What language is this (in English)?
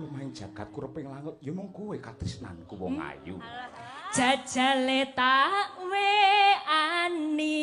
Javanese